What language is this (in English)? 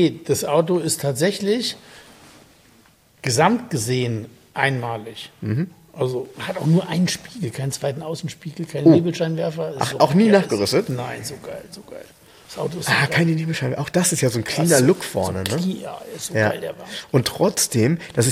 German